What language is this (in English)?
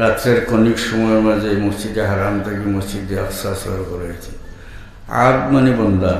Sylheti